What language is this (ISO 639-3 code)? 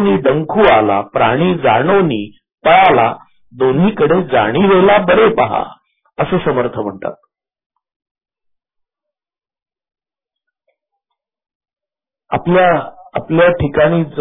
mar